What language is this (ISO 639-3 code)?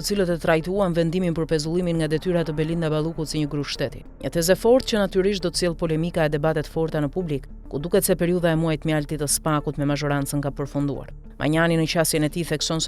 sqi